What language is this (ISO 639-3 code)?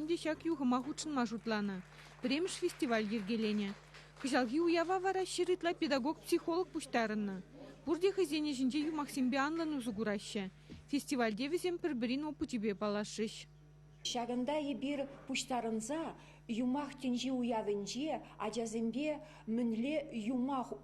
chv